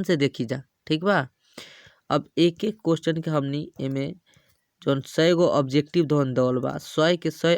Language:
Bhojpuri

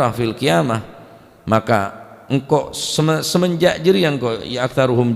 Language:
Madurese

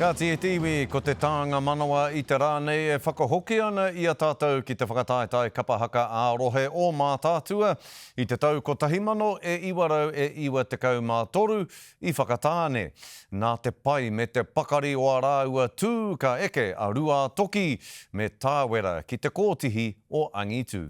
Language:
Māori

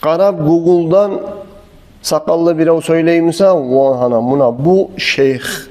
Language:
Kumyk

